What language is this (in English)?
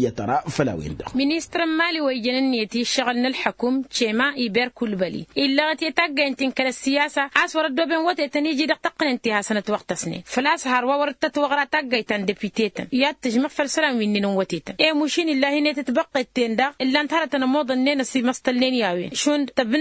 Tamasheq